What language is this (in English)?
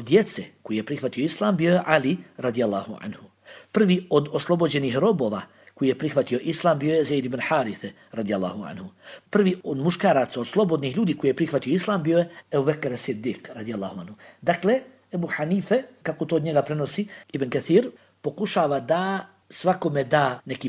Bosnian